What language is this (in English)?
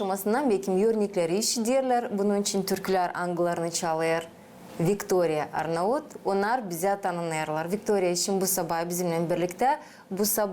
Gagauz